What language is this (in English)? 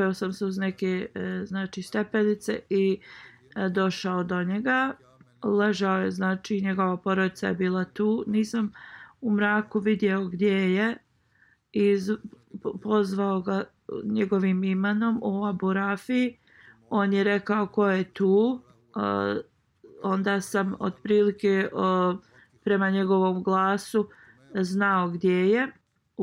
Bosnian